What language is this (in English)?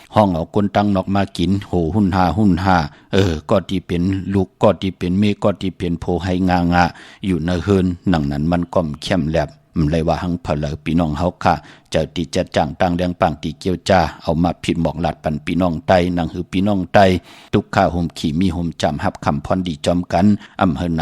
Shan